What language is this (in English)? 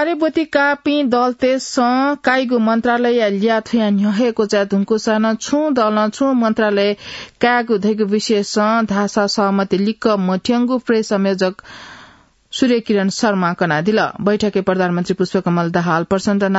Newari